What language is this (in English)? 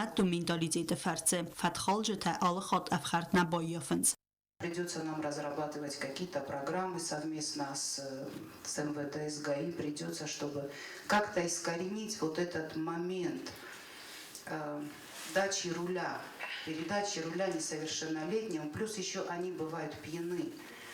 Ossetic